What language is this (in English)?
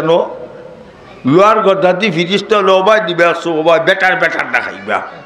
Sylheti